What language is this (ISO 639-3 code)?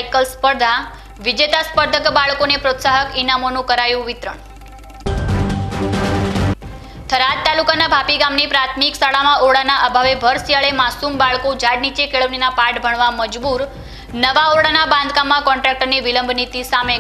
guj